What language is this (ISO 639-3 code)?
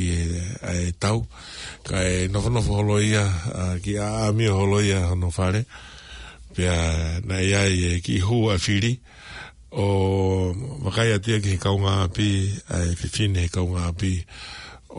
ton